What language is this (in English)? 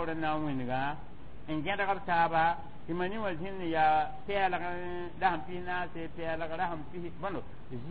Mossi